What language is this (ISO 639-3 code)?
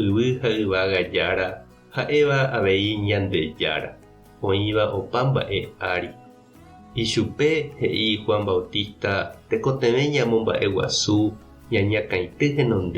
grn